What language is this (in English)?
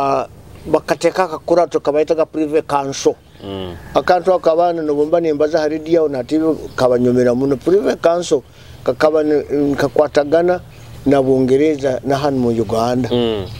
Nyoro